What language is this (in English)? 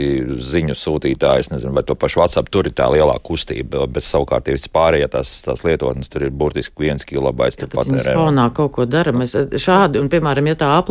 Latvian